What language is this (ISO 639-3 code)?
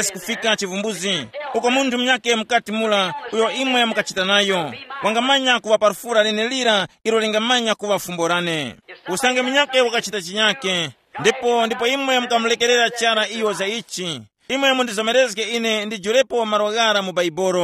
tum